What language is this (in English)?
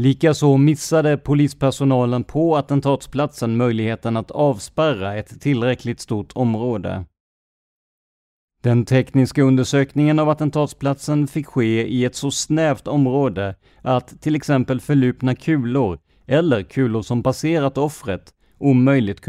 Swedish